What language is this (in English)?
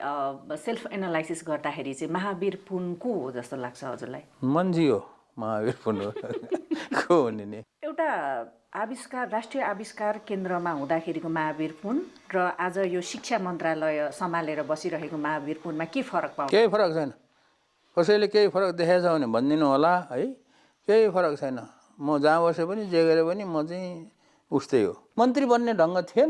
Nepali